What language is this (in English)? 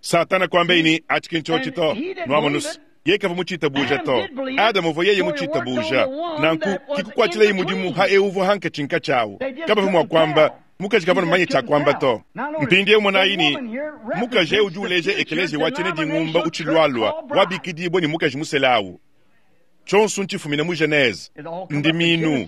Luba-Lulua